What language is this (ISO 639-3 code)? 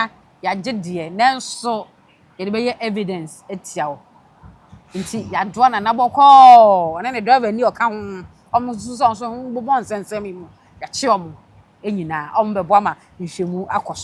aka